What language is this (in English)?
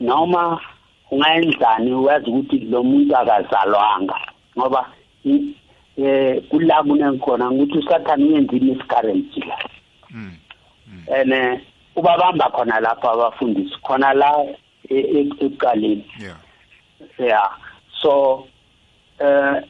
South Ndebele